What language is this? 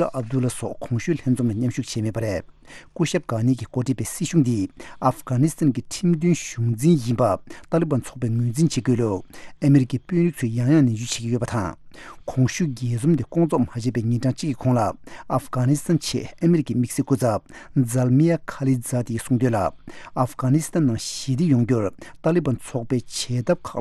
Tibetan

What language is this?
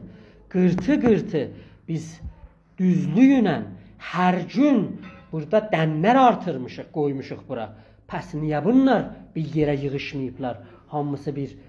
South Azerbaijani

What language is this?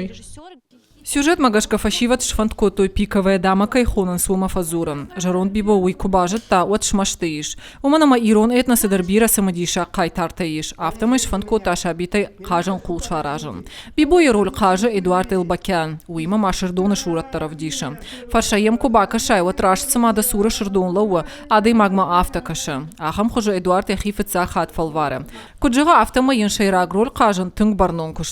Ossetic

